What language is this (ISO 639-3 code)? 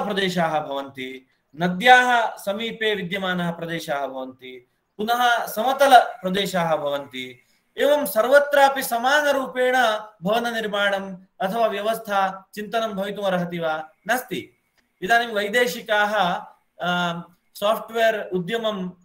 san